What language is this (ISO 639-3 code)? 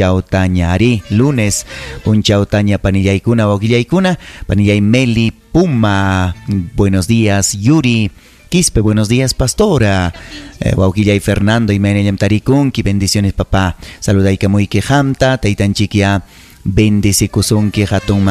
quy